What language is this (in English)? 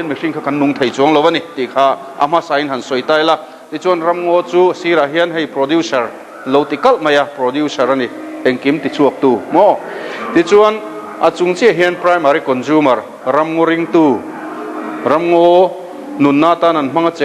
Mizo